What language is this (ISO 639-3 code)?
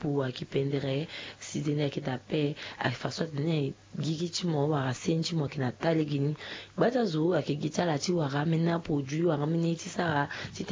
sag